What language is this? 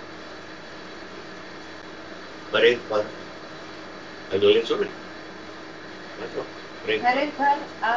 Gujarati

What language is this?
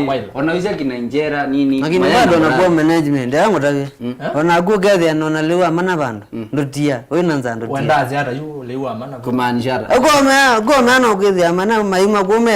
Kamba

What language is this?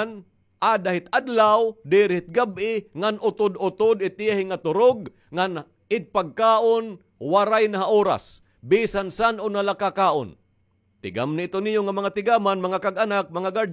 Waray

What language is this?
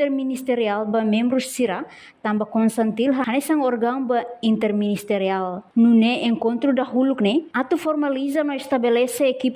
Tetum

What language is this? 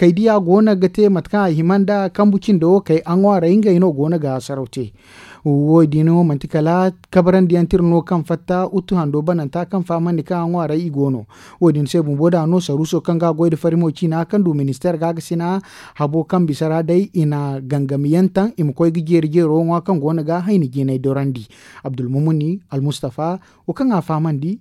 Zarma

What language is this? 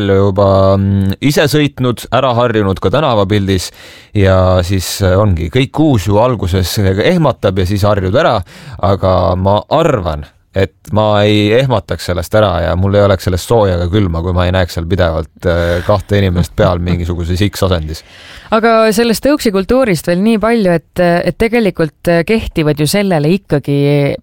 Estonian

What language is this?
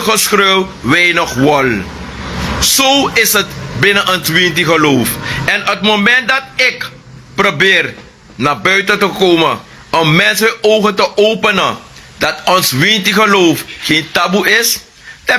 Sranan Tongo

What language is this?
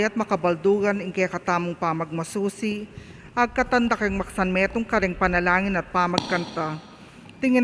Pampanga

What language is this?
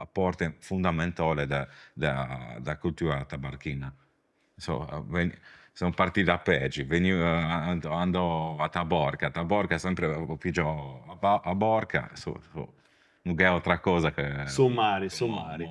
Sardinian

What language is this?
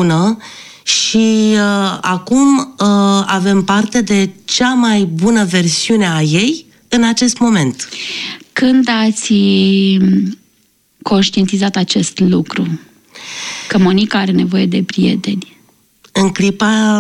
Romanian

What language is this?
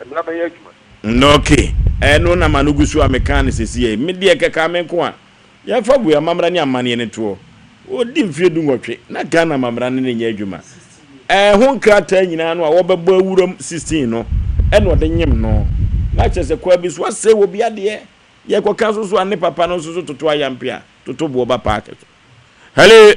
Akan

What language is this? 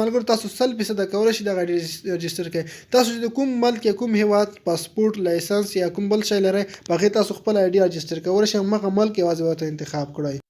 Pashto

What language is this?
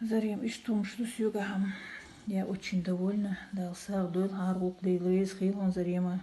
Chechen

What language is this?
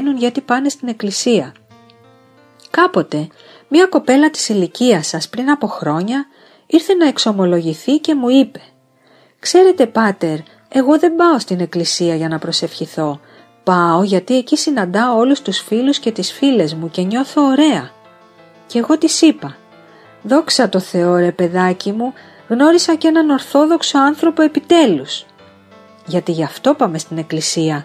Greek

